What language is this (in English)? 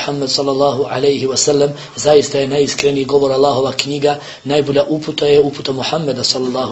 Bosnian